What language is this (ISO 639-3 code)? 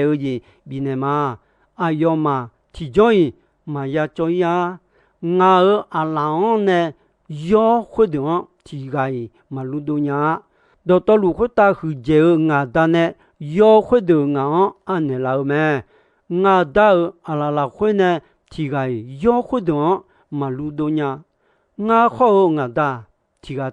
ahk